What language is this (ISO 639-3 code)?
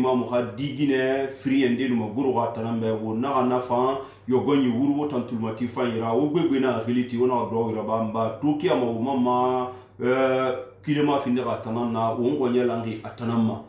sus